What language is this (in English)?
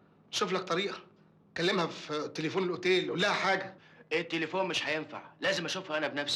Egyptian Arabic